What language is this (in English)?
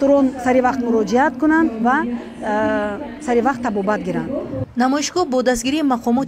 Tajik